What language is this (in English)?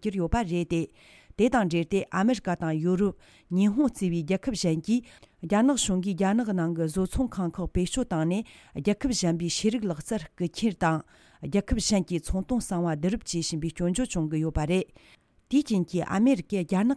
Tibetan